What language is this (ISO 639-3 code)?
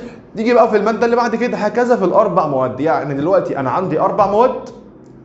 arz